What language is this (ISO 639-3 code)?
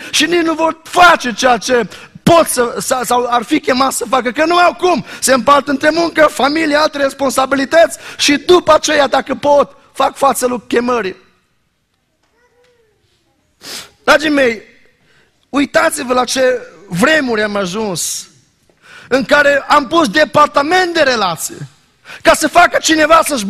ron